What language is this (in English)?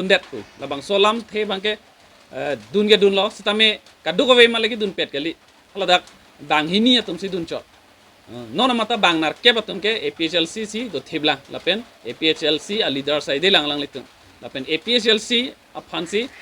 Karbi